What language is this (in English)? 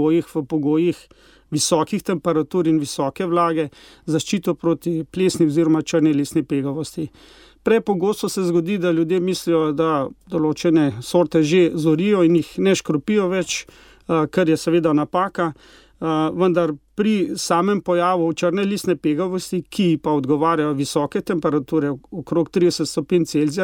Slovenian